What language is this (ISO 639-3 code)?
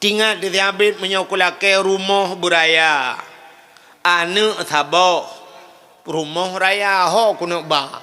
ace